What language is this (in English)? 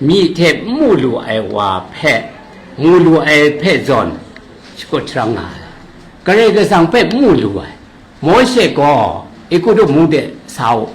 Kachin